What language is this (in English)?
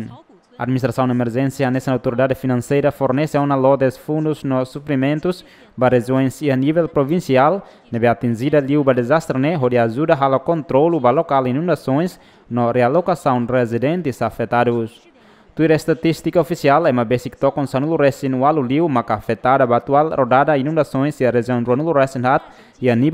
Tetum